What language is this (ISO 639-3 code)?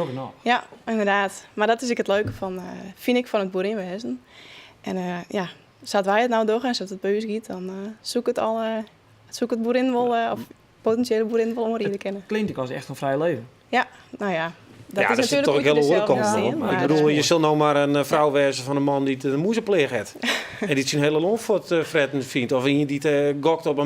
fry